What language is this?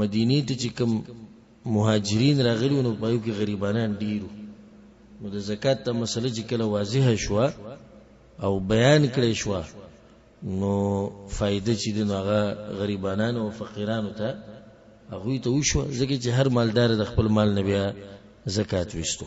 Pashto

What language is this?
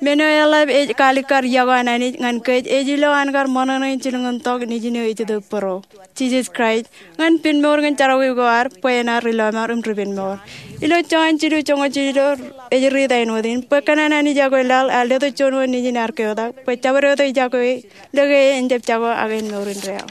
Marshallese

